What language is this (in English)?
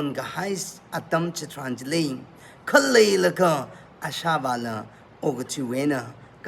Tangkhul Naga (India)